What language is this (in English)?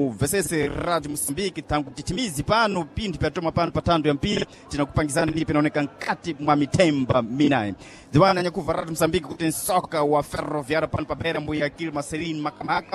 Sena